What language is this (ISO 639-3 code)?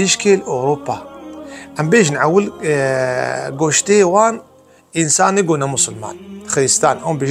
kur